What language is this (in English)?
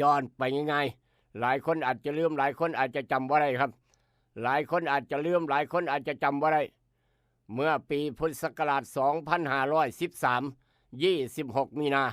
Northeastern Thai